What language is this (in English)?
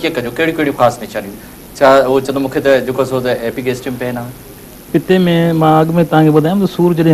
Sindhi